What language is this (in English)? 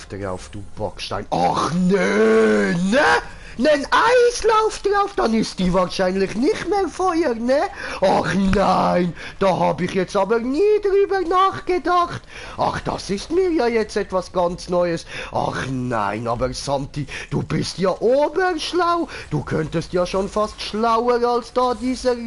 Swiss German